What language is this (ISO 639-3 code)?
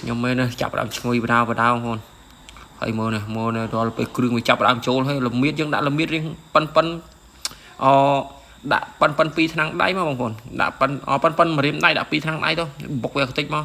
khm